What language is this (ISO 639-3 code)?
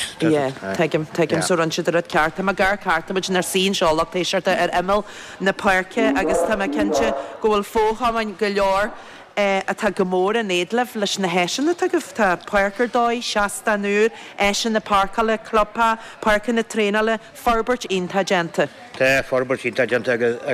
gle